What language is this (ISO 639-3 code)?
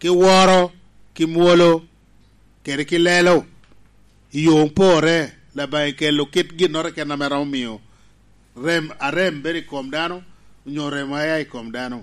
laj